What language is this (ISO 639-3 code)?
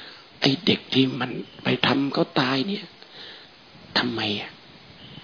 tha